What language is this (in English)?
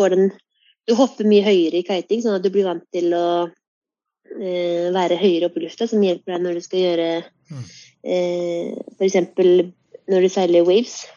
Norwegian